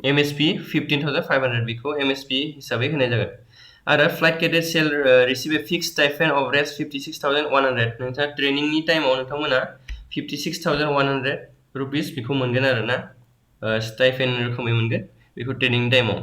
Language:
Bodo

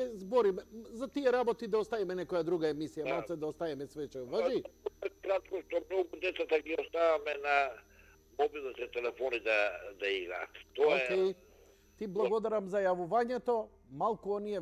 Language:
Macedonian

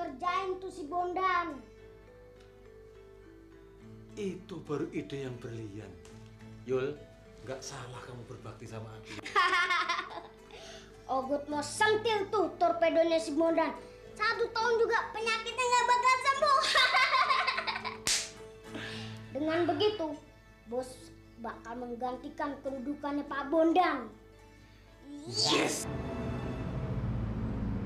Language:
Indonesian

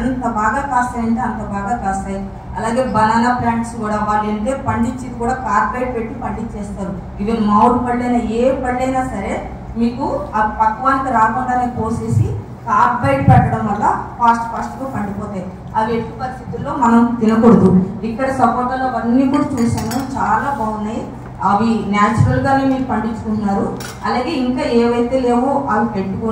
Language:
Telugu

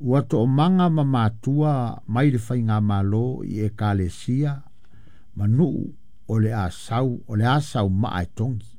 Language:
Samoan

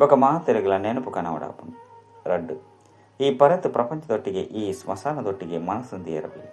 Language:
Tulu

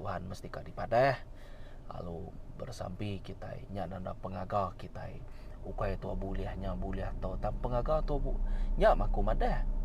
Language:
Iban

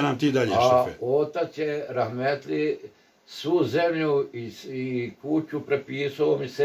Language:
Bosnian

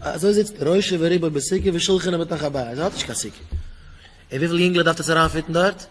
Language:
Yiddish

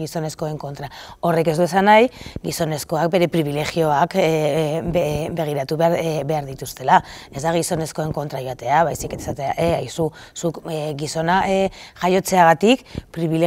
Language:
Basque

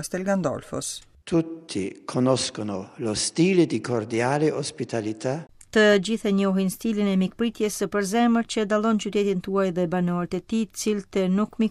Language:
Albanian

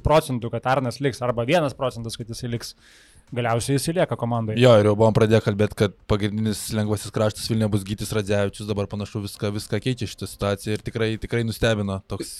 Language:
Lithuanian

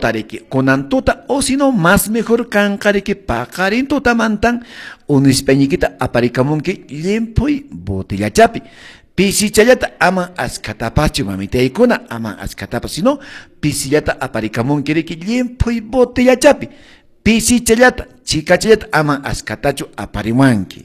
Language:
Quechua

